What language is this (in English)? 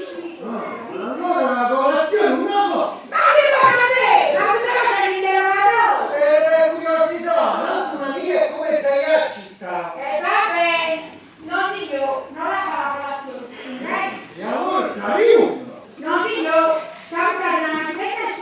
Neapolitan